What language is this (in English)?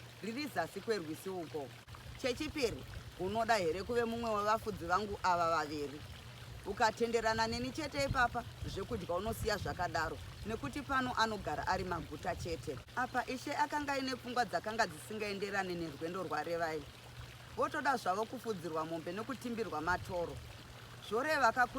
Shona